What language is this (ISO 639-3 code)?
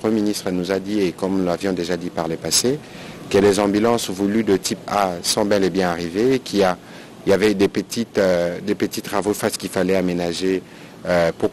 fra